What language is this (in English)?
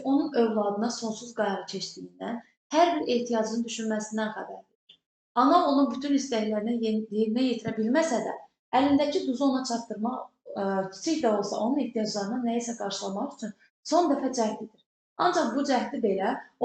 Azerbaijani